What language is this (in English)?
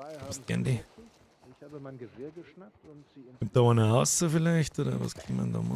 Bavarian